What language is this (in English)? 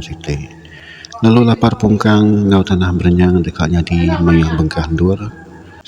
Iban